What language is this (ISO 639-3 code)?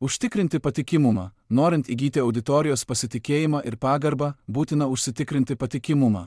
lit